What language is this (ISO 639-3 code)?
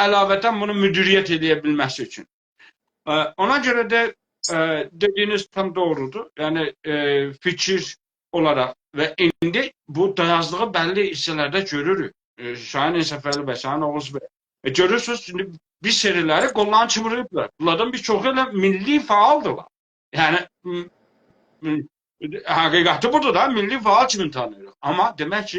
azb